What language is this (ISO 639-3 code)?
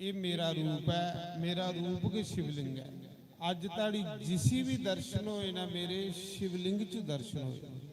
doi